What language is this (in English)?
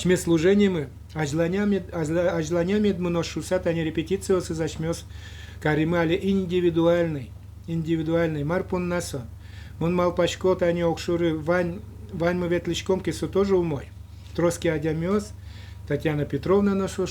Udmurt